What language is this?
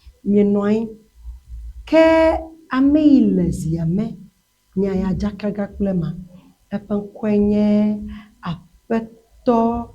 Ewe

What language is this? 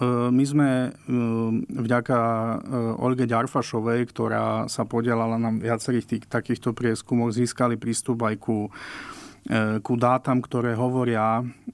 Slovak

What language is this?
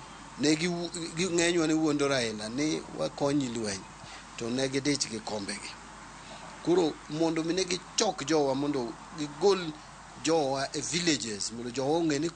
Luo (Kenya and Tanzania)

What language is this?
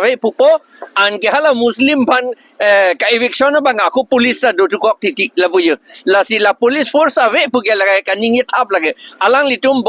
Karbi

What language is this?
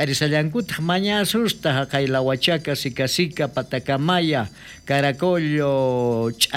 South Bolivian Quechua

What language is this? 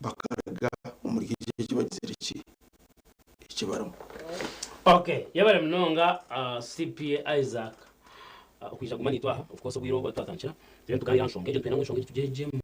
Nyankole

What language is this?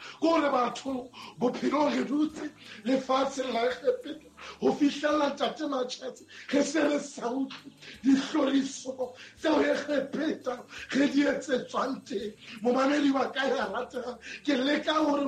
Southern Sotho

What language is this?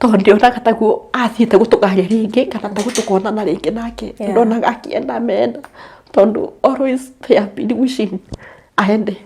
Kikuyu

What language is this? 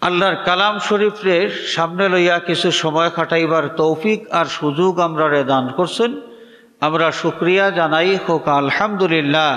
Sylheti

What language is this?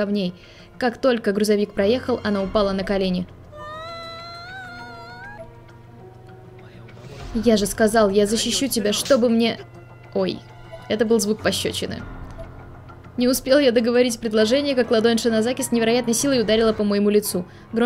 Russian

